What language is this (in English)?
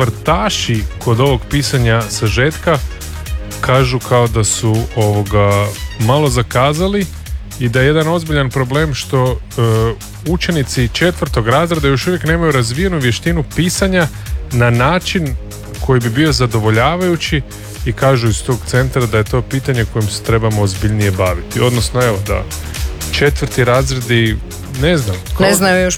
Croatian